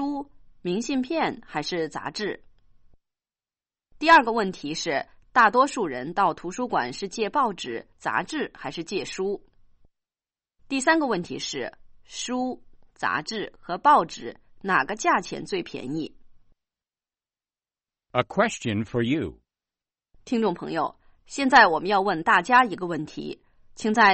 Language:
Chinese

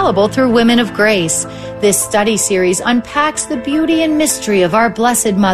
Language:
English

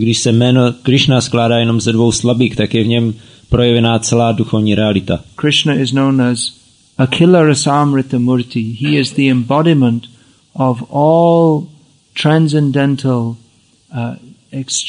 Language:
Czech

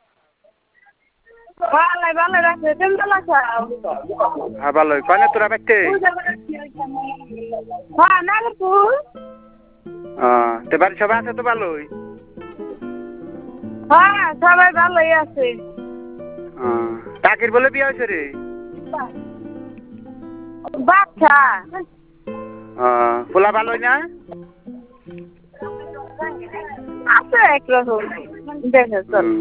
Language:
Bangla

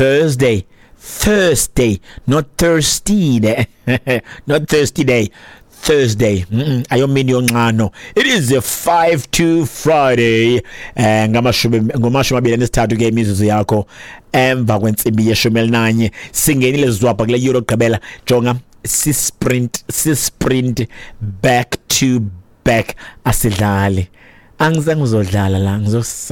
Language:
Xhosa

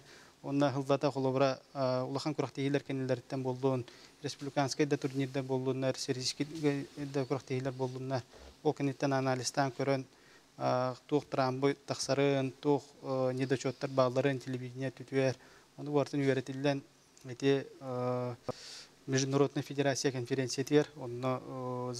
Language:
Yakut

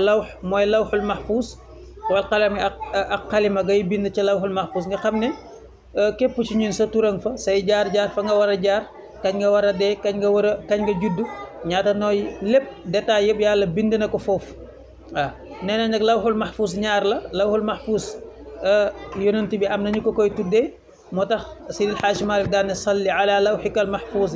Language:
Wolof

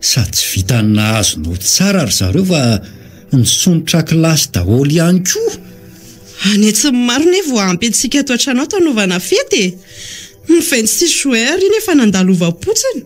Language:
Malagasy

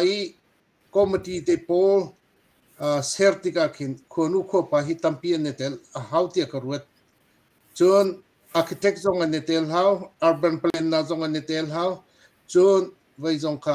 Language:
Hakha Chin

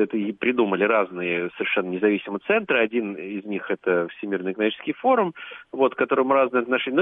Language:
Russian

